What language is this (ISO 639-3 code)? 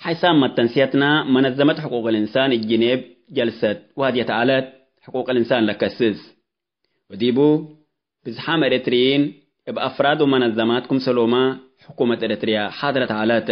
tig